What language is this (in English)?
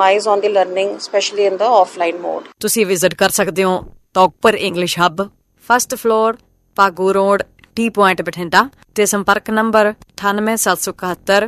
Punjabi